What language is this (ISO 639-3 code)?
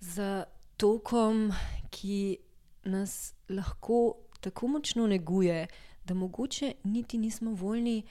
slv